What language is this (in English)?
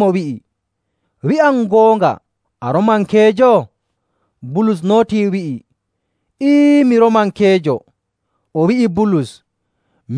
Nigerian Fulfulde